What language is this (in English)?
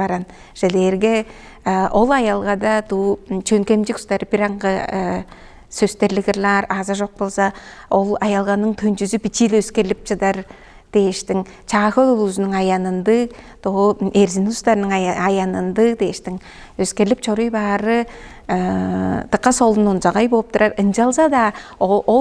Tuvinian